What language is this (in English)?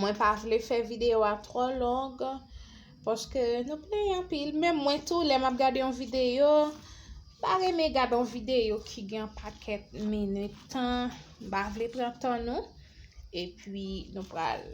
Haitian Creole